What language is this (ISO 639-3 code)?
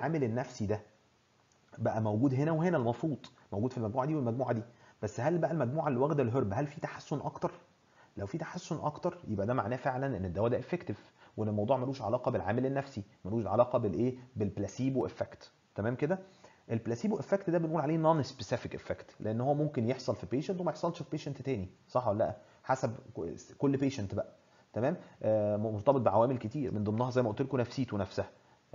arz